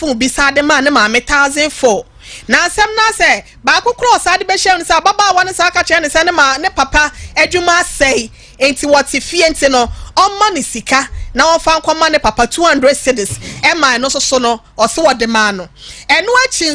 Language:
Akan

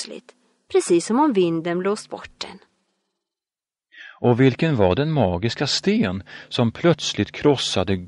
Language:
Swedish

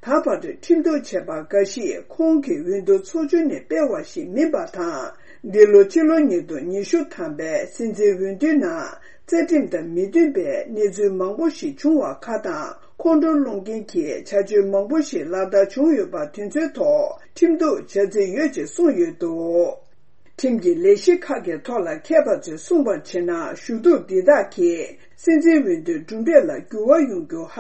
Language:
Tibetan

